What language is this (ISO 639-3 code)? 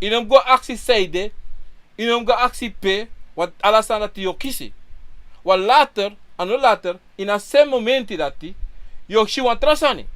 srn